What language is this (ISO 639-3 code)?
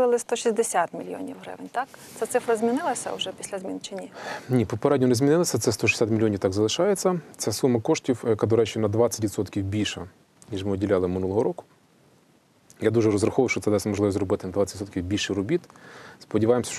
ukr